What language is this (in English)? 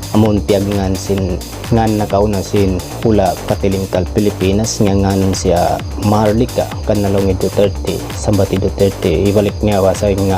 Tausug